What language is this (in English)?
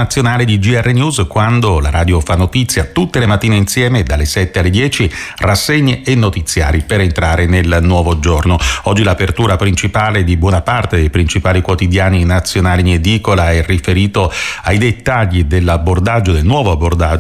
Italian